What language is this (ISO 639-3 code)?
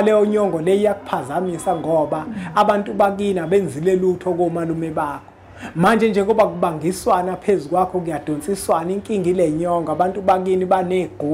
zul